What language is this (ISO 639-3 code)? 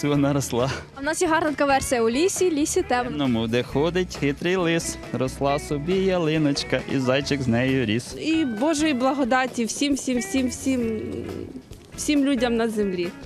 ukr